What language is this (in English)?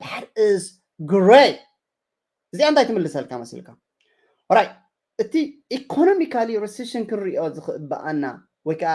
Tigrinya